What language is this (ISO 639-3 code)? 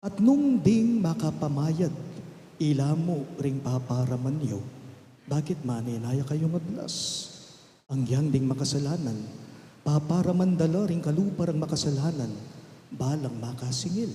pam